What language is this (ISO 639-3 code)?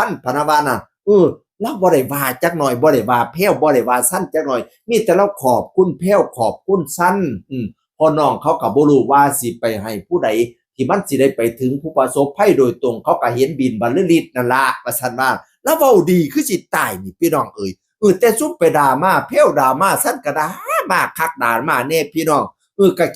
tts